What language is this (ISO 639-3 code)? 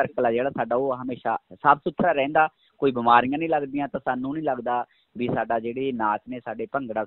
pan